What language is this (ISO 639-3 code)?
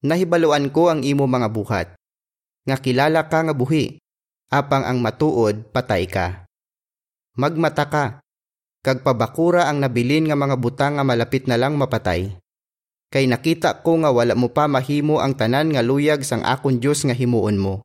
hil